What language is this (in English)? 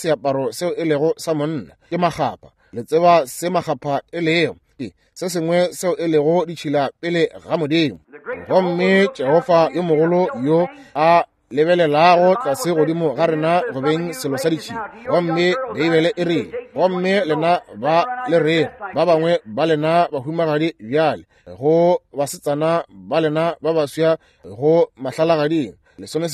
Northern Sotho